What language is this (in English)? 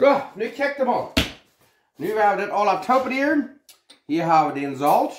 Plautdietsch